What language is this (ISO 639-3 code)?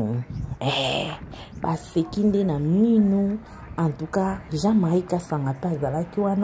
lin